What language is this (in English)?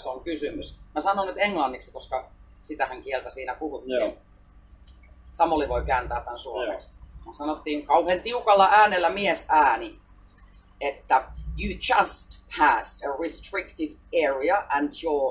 Finnish